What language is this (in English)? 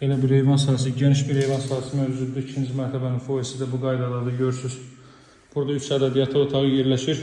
Azerbaijani